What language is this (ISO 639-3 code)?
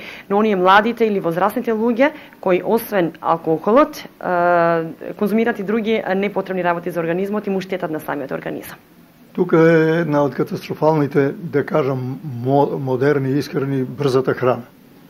mkd